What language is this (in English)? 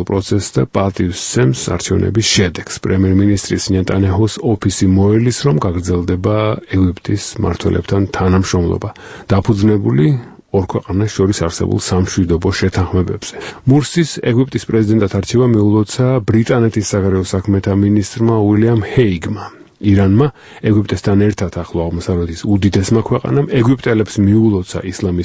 Georgian